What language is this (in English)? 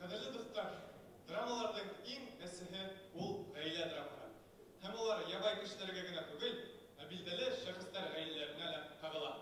Bashkir